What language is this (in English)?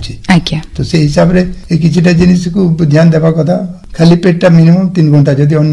Odia